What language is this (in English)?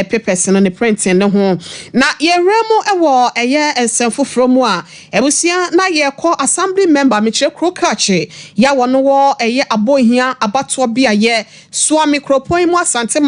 Akan